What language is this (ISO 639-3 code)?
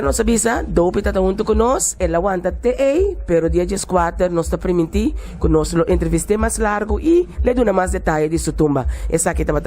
pap